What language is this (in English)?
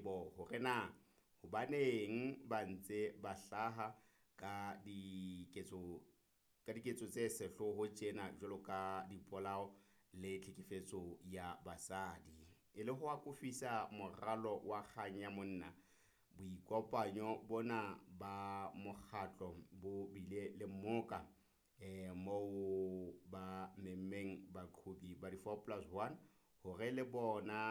Southern Sotho